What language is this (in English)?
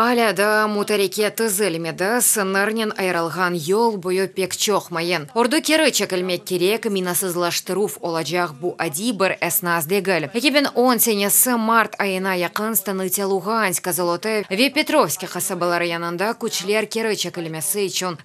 Crimean Tatar